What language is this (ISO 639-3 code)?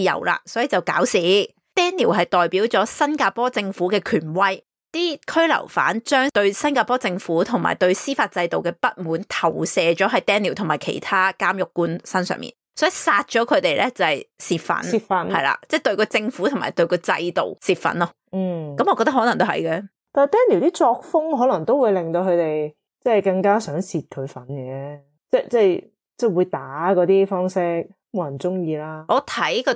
yue